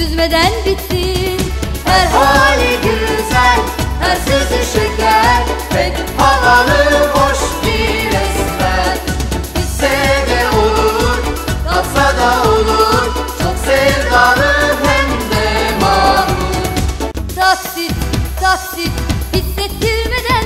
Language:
Turkish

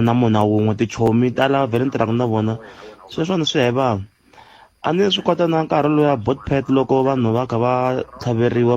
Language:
Tsonga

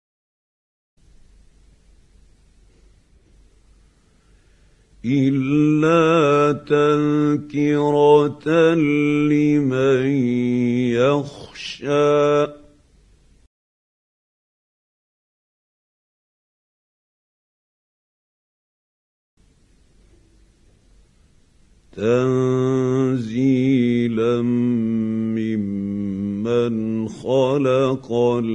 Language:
Arabic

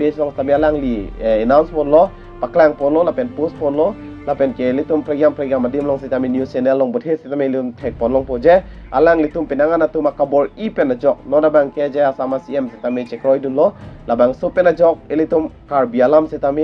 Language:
Karbi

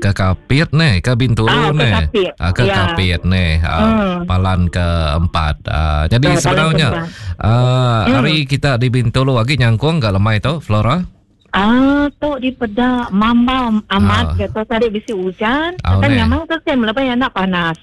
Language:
Iban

